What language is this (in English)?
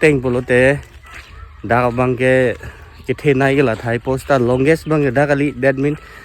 Karbi